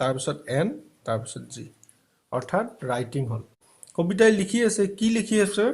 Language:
Assamese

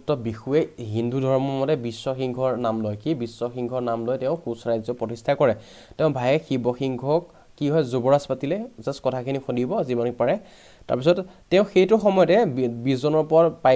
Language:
Assamese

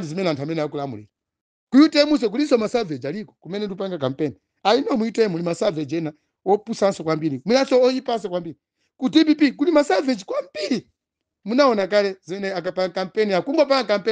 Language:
Nyanja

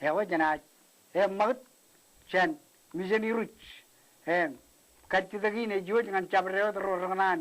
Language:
Marshallese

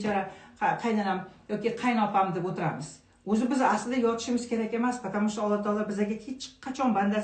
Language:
Uzbek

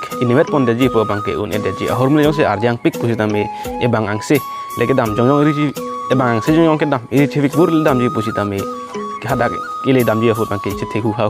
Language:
Karbi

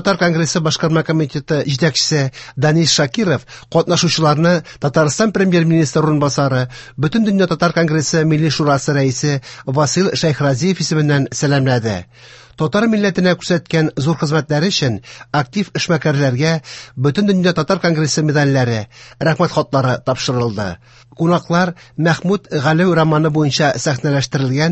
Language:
Tatar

